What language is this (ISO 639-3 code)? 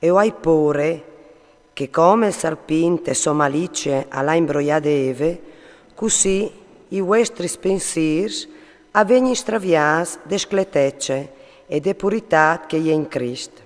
fur